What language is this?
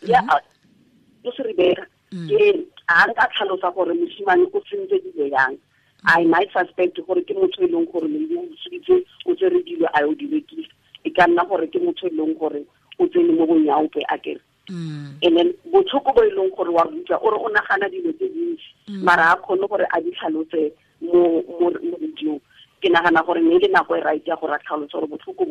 Tswana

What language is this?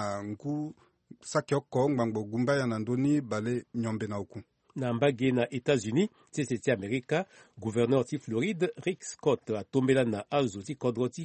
Sango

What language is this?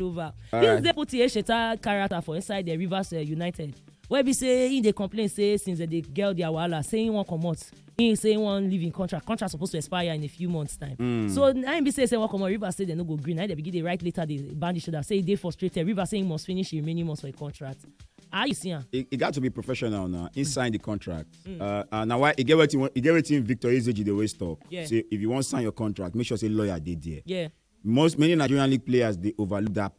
Nigerian Pidgin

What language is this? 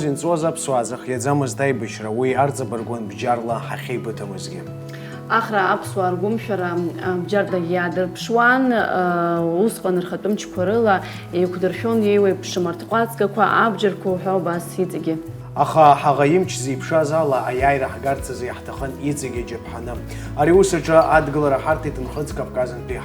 Abkhazian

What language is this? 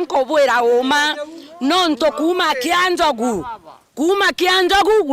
Meru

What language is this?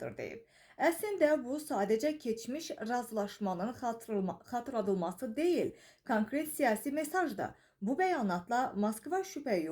Azerbaijani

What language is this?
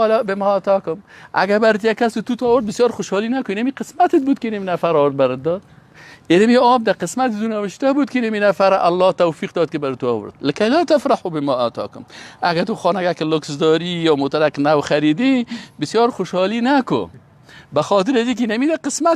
Persian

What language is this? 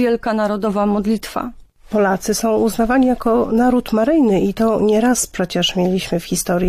Polish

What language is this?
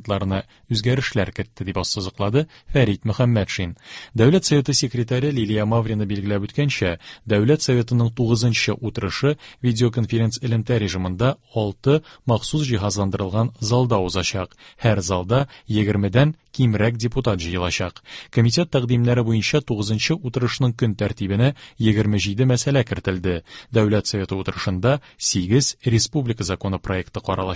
Tatar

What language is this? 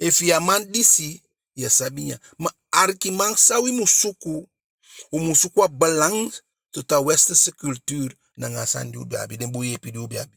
Eastern Maroon Creole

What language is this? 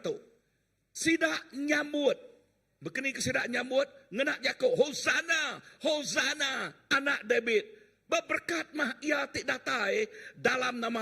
Iban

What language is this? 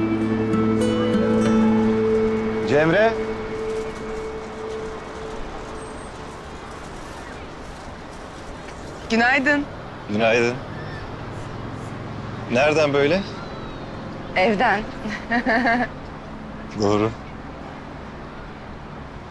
Turkish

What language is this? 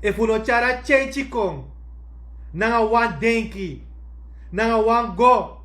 Sranan Tongo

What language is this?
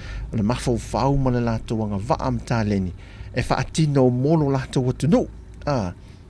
Samoan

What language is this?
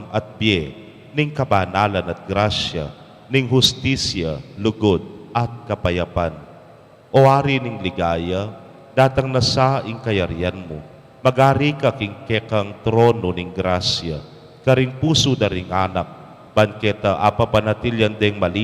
Pampanga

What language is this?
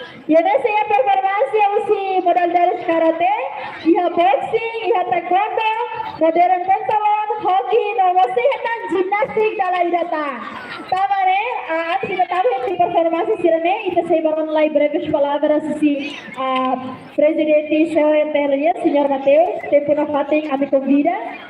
Tetum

